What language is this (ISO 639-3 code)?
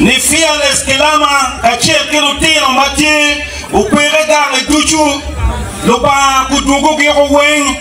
ach